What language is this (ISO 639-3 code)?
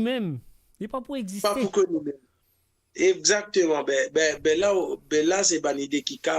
mfe